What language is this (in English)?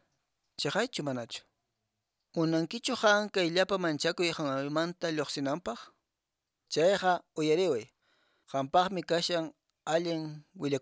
Quechua